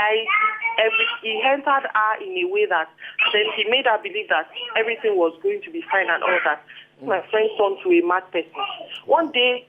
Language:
Nigerian Pidgin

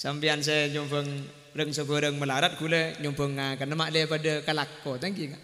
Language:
Madurese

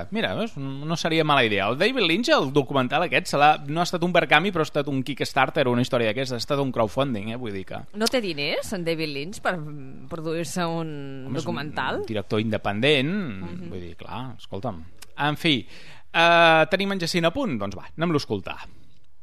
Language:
Catalan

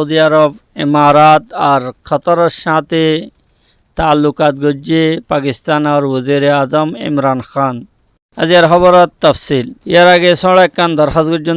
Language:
Rohingya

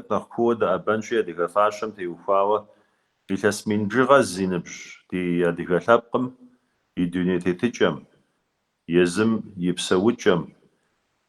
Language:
Kabardian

